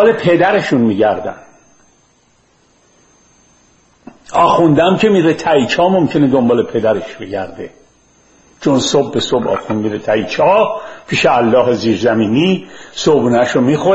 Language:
Persian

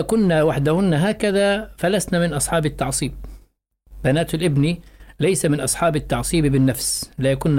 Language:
Arabic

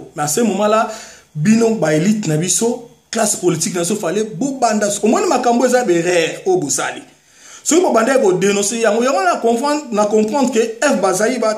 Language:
Lingala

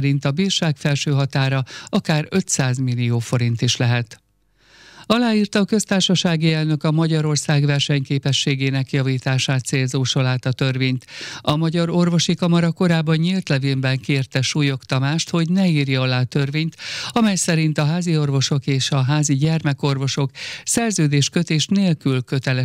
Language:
Hungarian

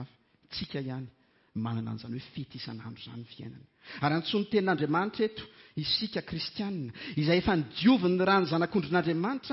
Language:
Malagasy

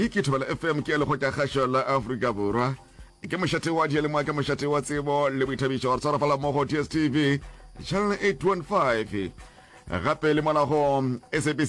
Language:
Northern Sotho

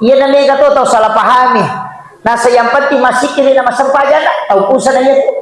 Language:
Buginese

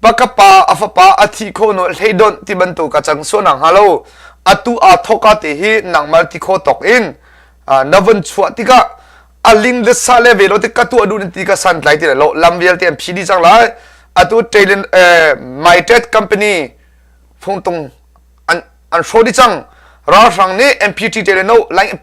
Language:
Hakha Chin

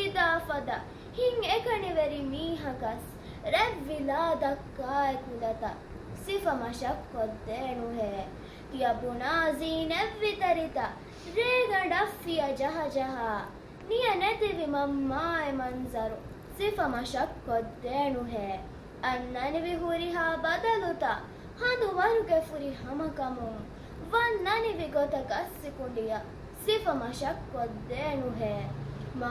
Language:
Divehi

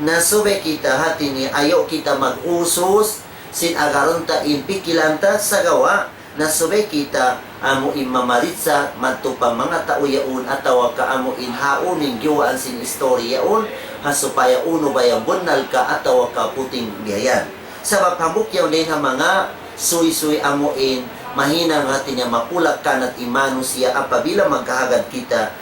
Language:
Tausug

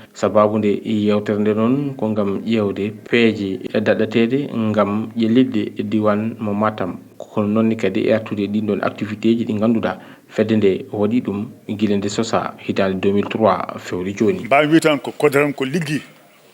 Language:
Fula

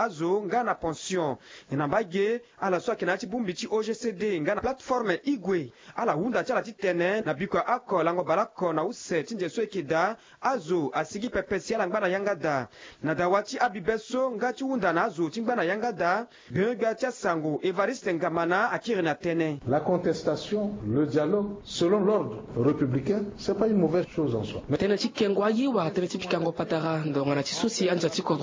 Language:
Sango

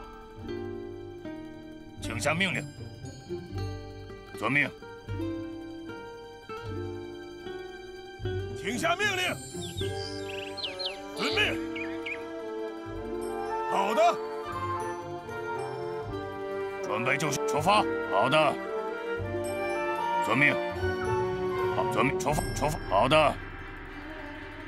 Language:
Chinese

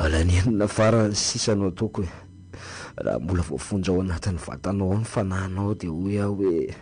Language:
Malagasy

